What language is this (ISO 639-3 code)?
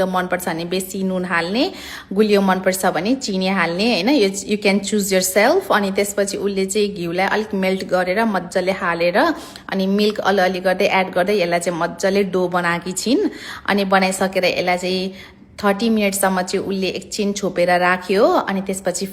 nep